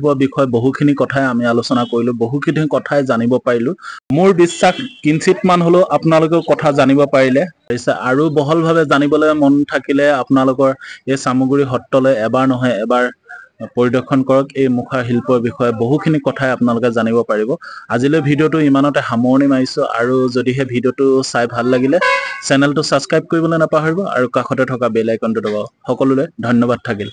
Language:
Assamese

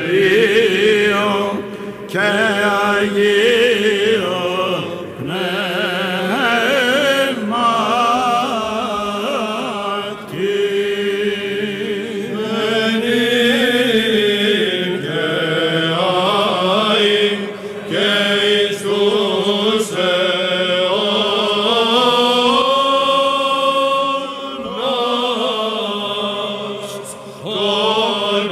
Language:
Greek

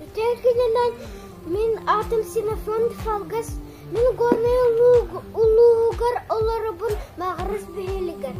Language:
Yakut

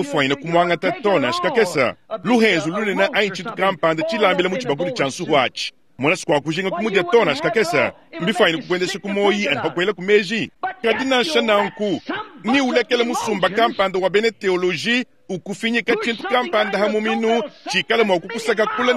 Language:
Luba-Lulua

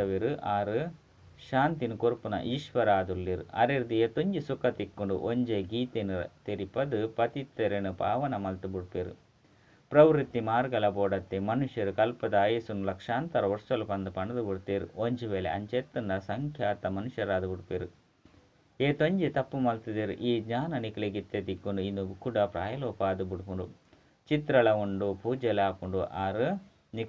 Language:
Tulu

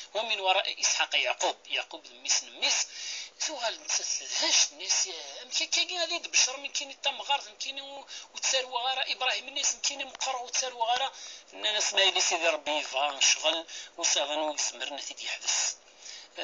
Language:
Kabyle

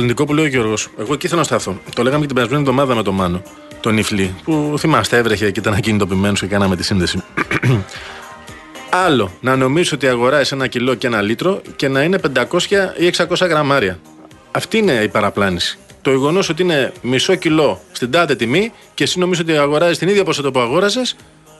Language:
Greek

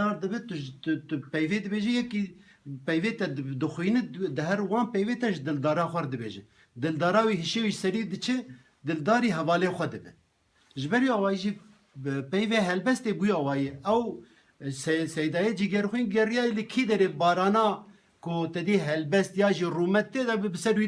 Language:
Kurdish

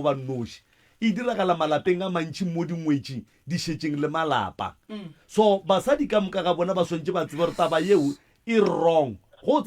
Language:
Northern Sotho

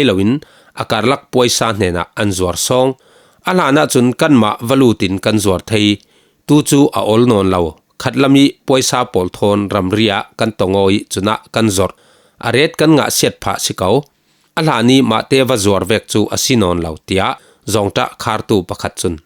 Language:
Falam Chin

